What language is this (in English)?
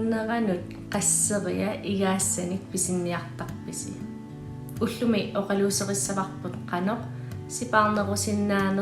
Kalaallisut